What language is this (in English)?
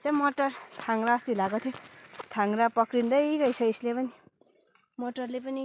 Nepali